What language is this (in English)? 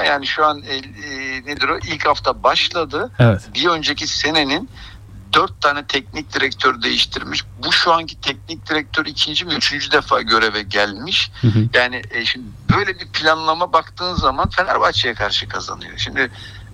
Turkish